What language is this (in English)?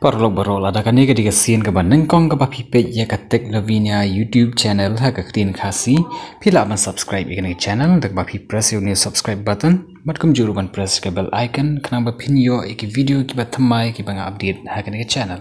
Khasi